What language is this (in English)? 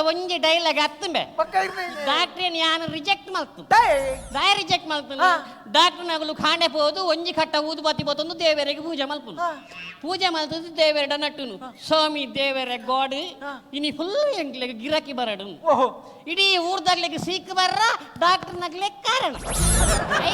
Tulu